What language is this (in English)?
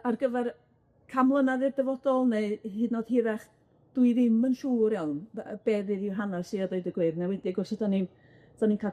Welsh